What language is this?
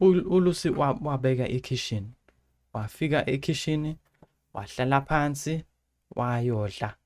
Zulu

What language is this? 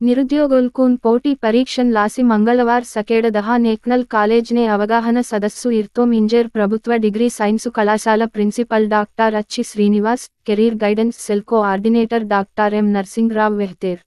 Gondi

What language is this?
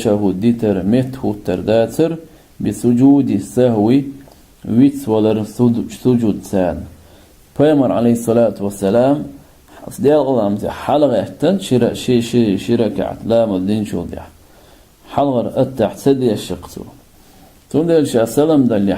Chechen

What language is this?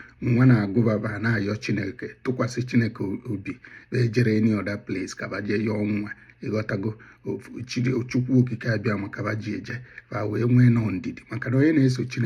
Igbo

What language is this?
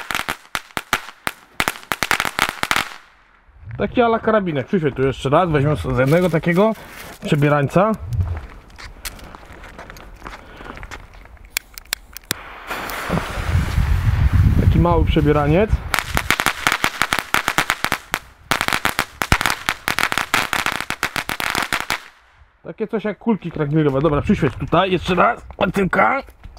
Polish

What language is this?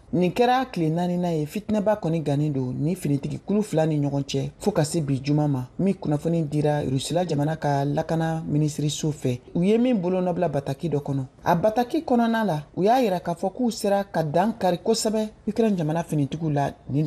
Bambara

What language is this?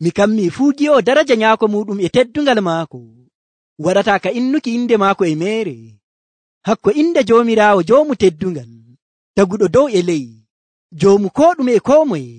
Nigerian Fulfulde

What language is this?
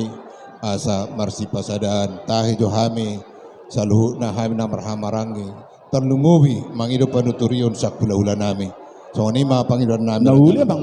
Batak Toba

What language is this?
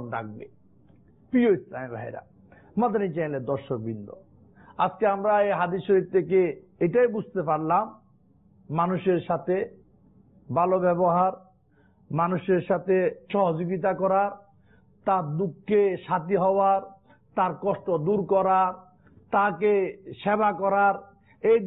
Bangla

